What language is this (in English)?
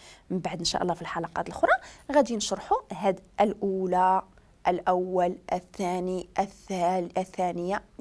Moroccan Arabic